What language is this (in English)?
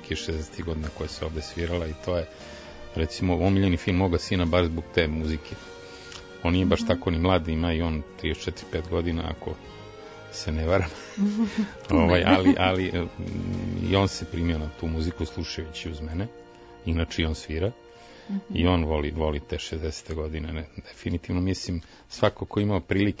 Serbian